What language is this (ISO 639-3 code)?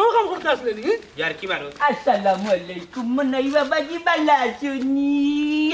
syl